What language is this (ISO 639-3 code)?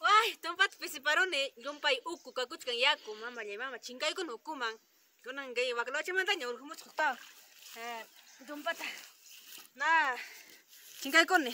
quy